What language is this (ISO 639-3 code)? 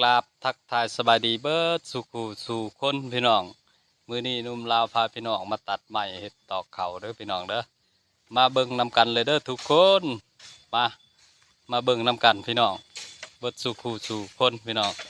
lao